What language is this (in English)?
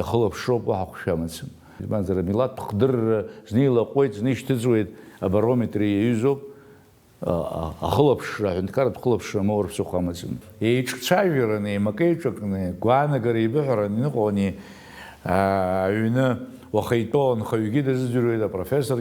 Abkhazian